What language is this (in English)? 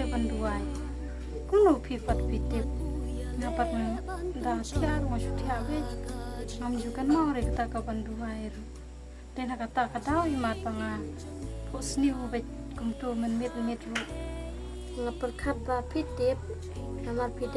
Khasi